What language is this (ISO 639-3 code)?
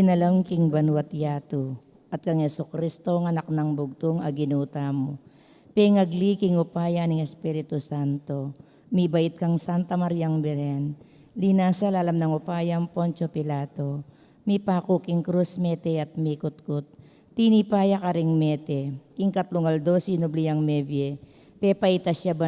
pam